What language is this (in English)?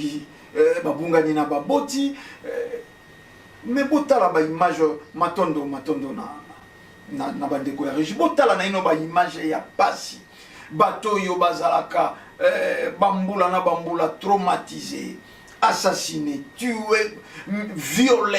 Lingala